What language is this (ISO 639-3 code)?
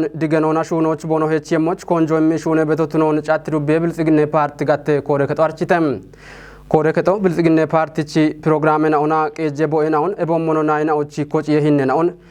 kbr